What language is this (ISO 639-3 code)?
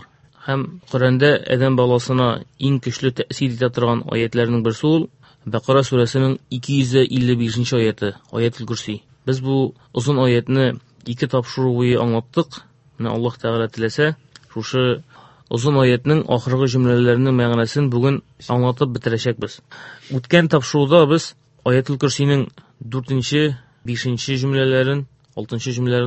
tat